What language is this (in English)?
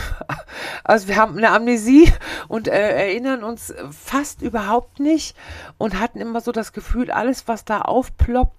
German